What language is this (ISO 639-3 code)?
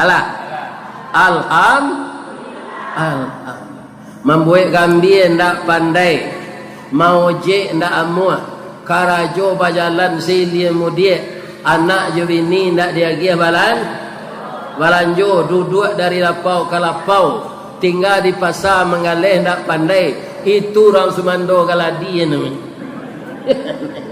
min